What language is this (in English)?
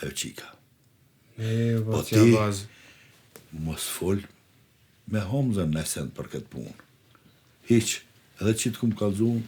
Albanian